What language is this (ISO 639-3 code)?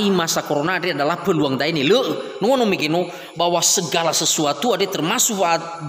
nia